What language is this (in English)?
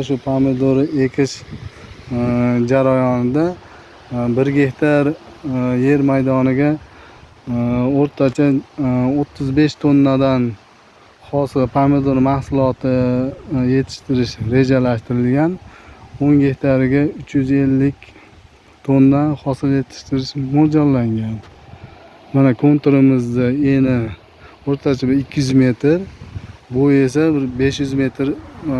Uzbek